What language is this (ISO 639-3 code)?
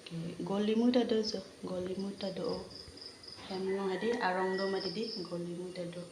mjw